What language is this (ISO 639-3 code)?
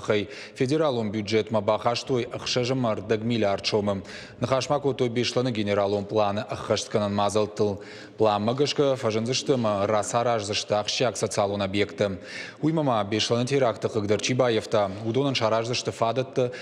oss